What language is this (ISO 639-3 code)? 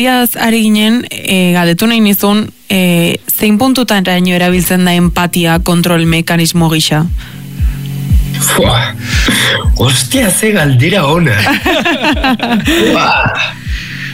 eus